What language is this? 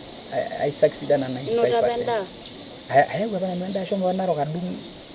Masai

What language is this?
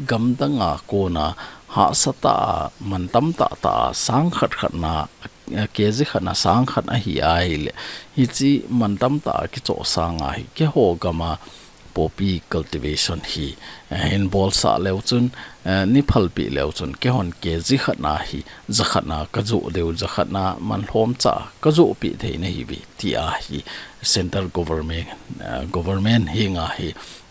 Thado Chin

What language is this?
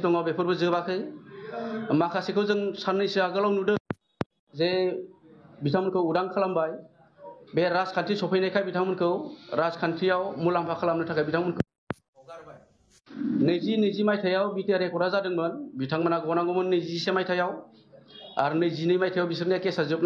Bodo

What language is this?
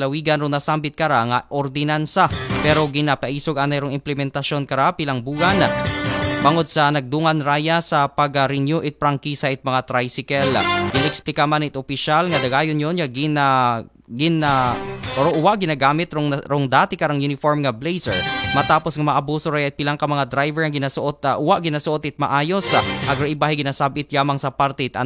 Aklanon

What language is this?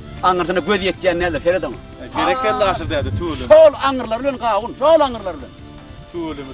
Turkmen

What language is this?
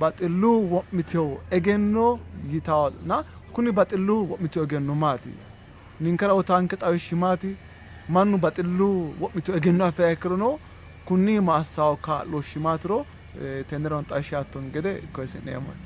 Sidamo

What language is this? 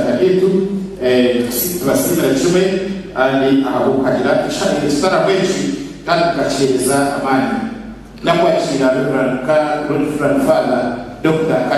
Nyankole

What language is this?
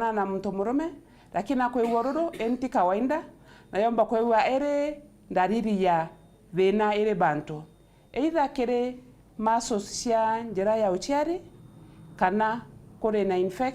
Meru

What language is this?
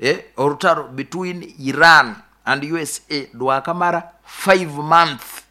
Nyoro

